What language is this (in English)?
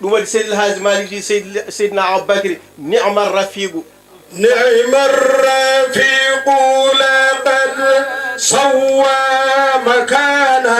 Fula